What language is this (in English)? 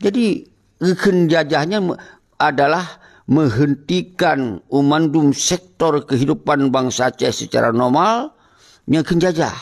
Achinese